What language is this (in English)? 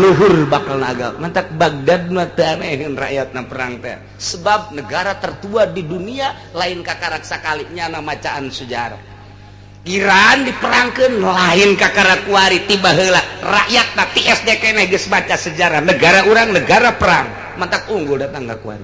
Sundanese